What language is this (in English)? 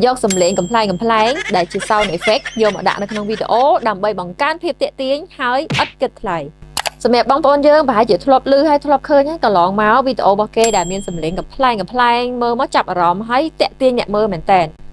Khmer